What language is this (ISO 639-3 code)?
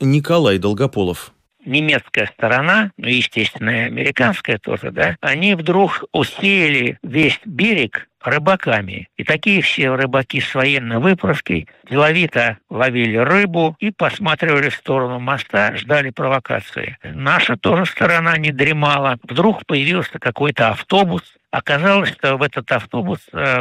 rus